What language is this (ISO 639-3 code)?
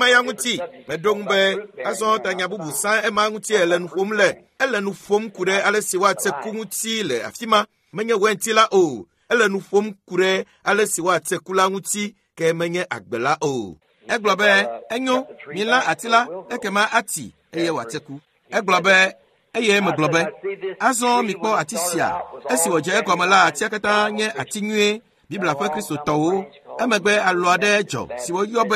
ewe